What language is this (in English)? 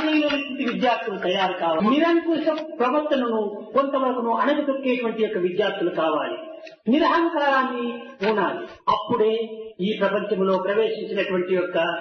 Telugu